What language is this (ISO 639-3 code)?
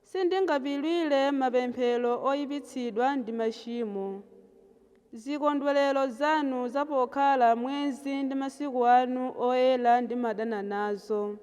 nya